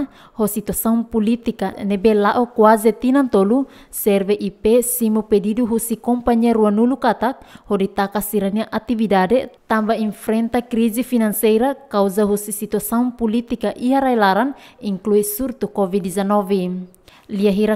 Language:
Tetum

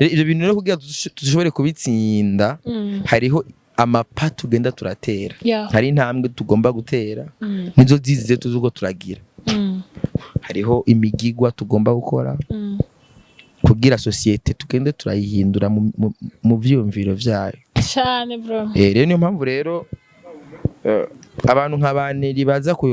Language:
Rundi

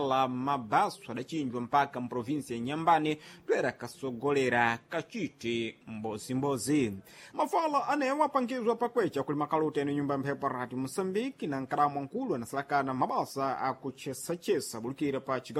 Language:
Sena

